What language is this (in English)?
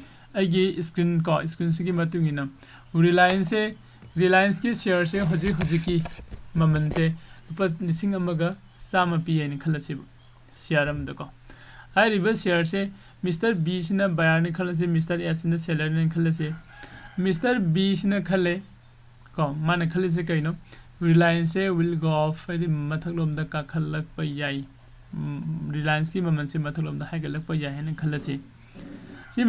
Manipuri